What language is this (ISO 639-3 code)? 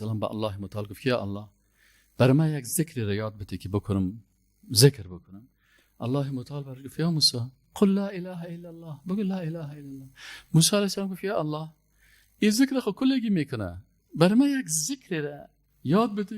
fas